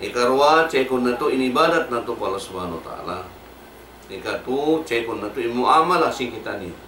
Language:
Tausug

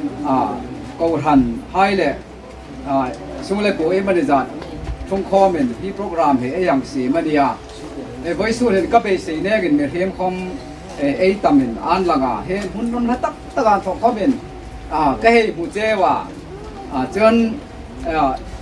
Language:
Hmar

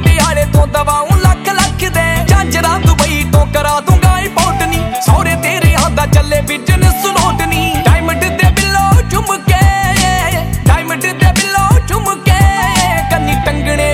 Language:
Punjabi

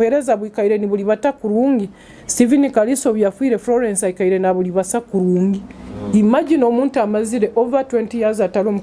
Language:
Nyoro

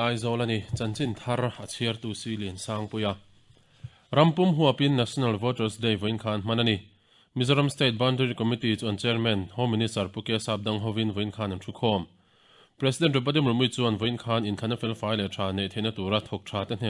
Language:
Mizo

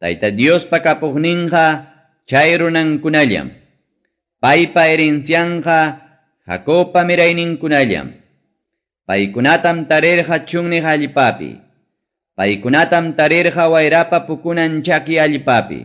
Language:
Ayacucho Quechua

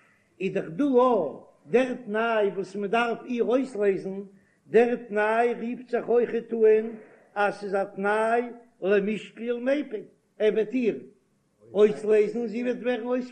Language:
Yiddish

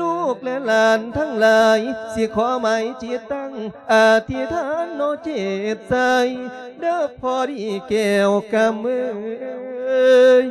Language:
Lao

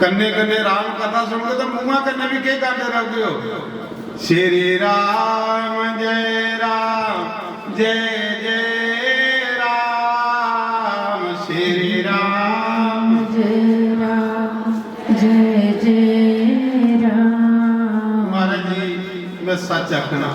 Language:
Dogri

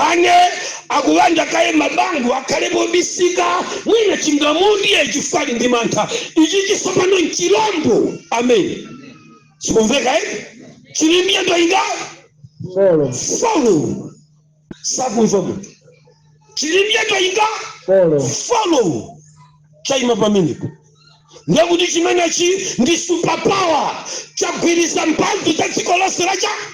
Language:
Nyanja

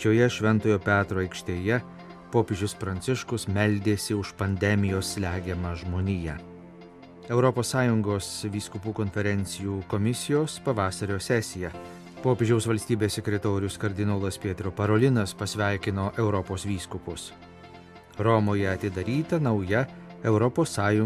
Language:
Lithuanian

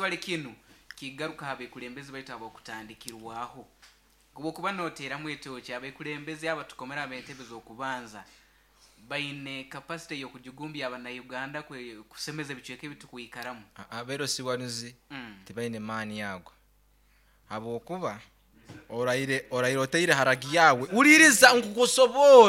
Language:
Nyankole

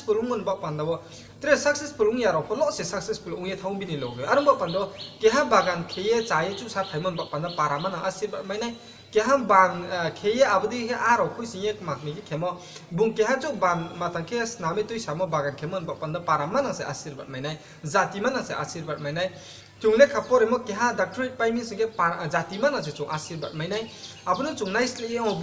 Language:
Riang (India)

